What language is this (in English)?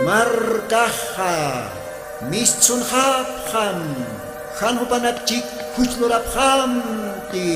Aymara